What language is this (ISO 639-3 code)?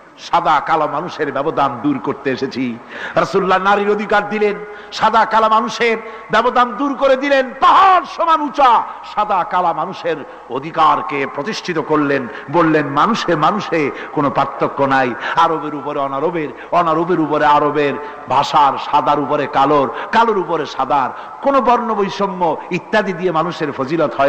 ben